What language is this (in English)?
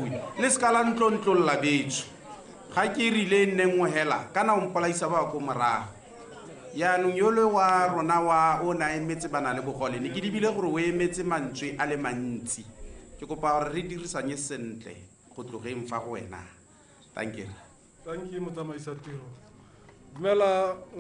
Tswana